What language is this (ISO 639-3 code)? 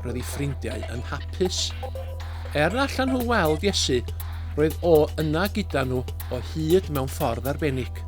cym